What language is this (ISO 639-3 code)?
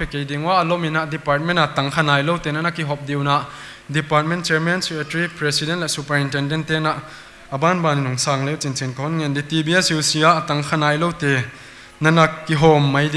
pck